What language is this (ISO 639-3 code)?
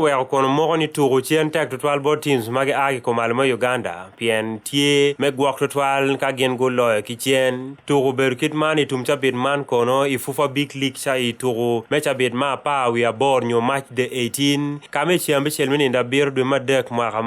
ach